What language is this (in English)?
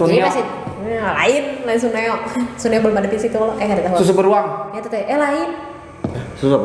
Banjar